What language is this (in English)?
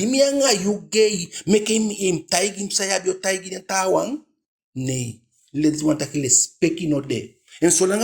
Eastern Maroon Creole